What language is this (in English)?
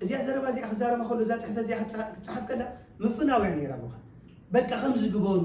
Tigrinya